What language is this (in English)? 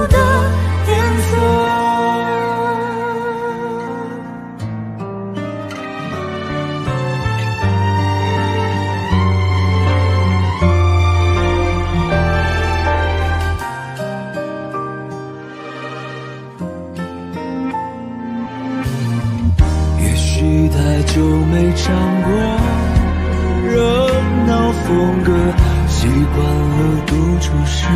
Chinese